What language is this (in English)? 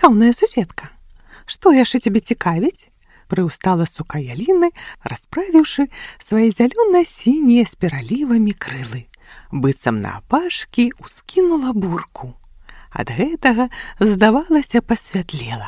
Belarusian